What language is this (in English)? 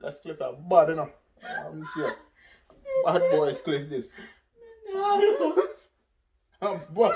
Jamaican Creole English